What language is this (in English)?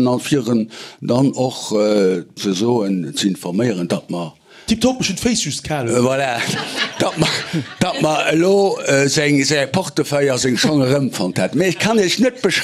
Luxembourgish